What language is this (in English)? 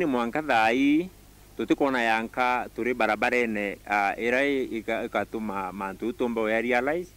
Meru